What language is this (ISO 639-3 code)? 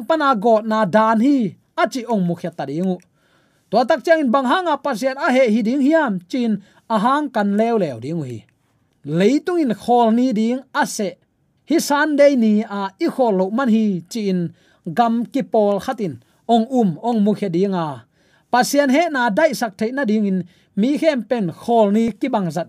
ctd